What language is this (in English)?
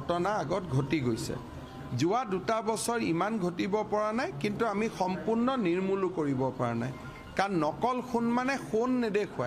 Assamese